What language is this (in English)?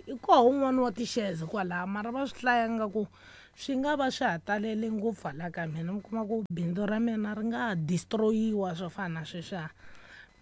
Tsonga